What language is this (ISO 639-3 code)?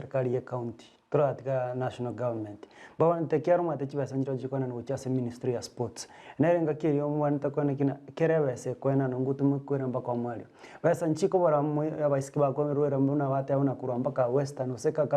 guz